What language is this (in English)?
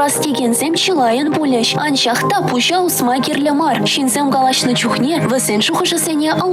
Chuvash